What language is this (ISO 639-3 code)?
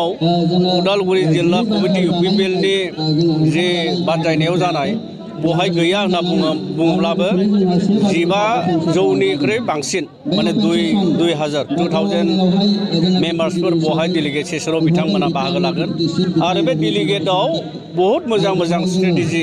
brx